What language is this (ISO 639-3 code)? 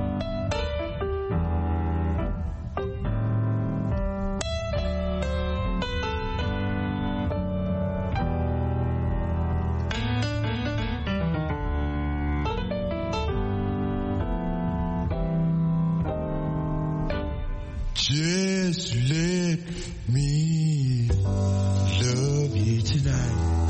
fra